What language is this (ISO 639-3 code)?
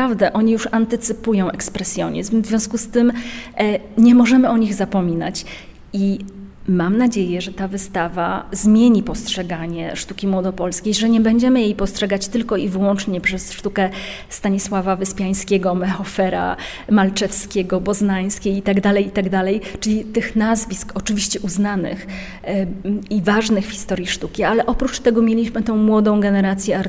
pol